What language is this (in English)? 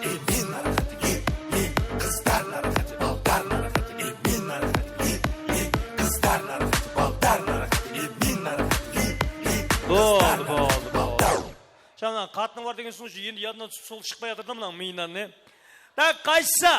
Kara-Kalpak